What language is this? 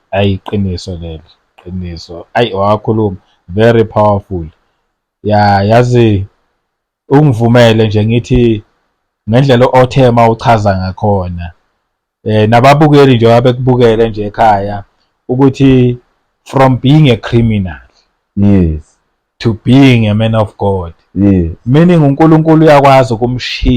Zulu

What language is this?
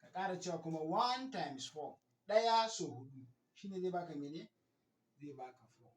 Hausa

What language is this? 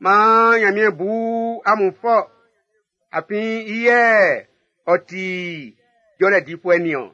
Baoulé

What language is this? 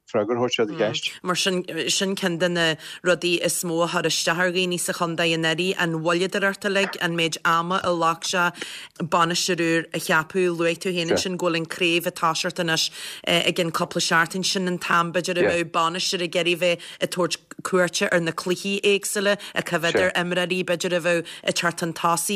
Irish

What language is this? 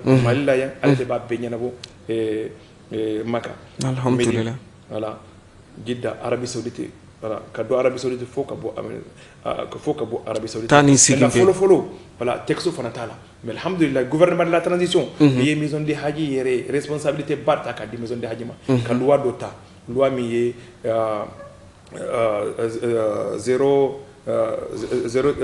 Bambara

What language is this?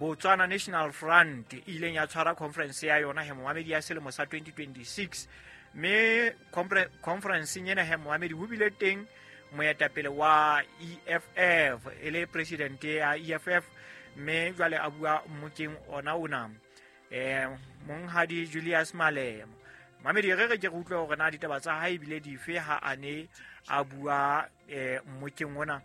Southern Sotho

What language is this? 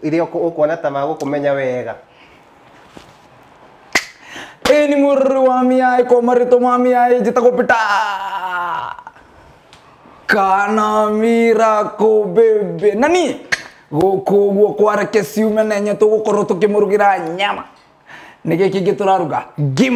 Kikuyu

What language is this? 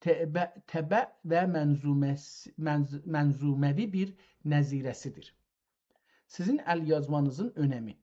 South Azerbaijani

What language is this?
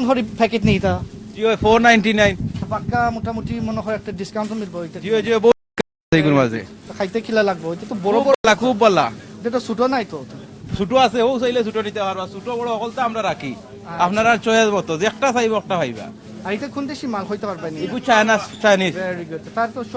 Sylheti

